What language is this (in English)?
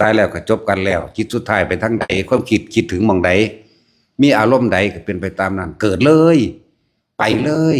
Northeastern Thai